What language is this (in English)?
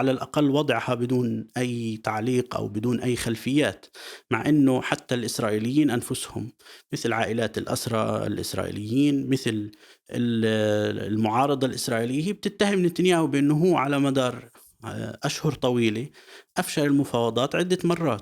North Levantine Arabic